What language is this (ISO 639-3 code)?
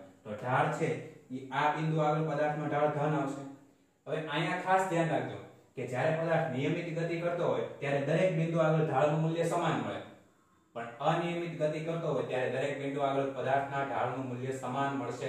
guj